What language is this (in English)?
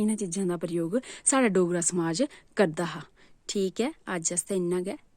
Dogri